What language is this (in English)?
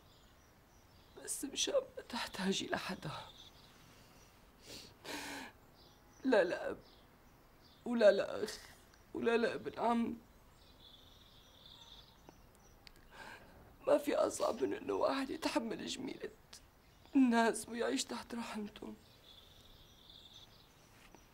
North Levantine Arabic